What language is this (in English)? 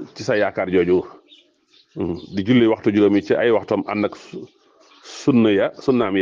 Wolof